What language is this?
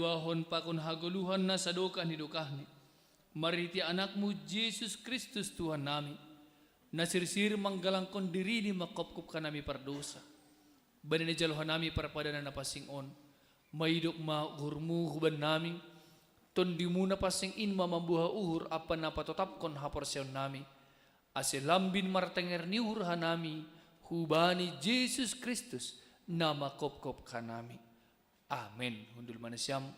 Batak Simalungun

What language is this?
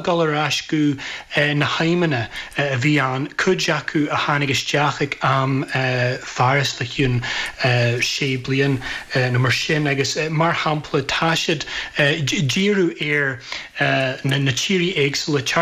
Irish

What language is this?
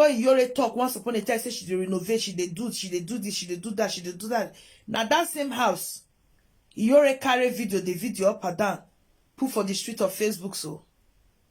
Nigerian Pidgin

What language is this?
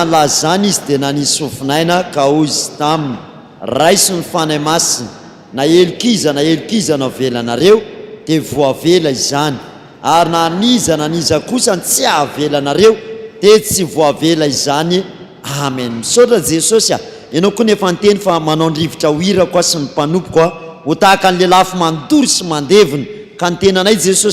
Malagasy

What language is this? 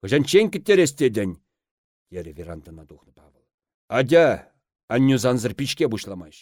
Chuvash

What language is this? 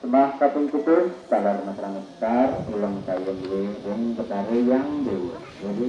Balinese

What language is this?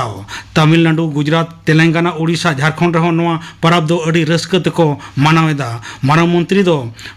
Santali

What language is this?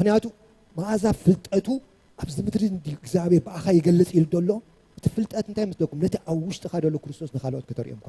Tigrinya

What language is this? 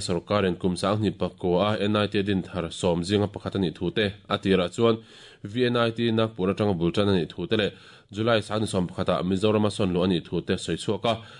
Mizo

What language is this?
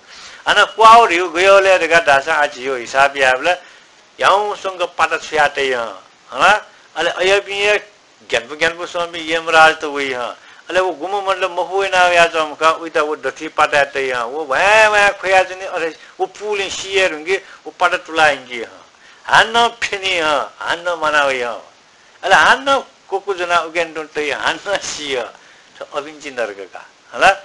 Newari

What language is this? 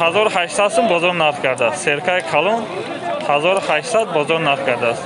Tajik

